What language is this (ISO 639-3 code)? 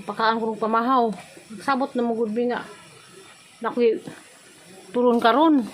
ceb